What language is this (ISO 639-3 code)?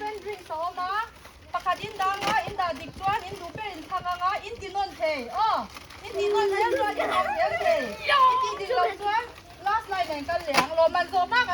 hmr